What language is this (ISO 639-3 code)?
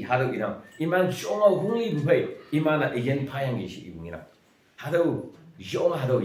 nbe